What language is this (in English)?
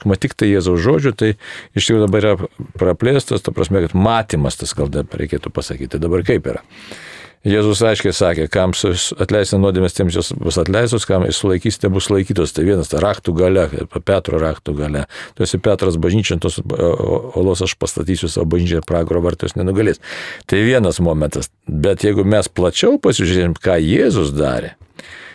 Lithuanian